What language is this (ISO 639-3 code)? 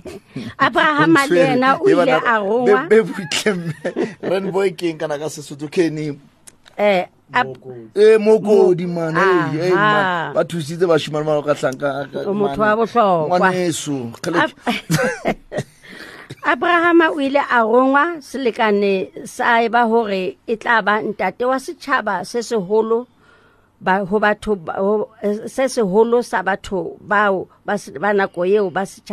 sot